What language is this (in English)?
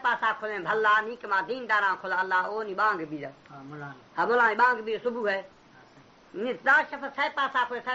Baluchi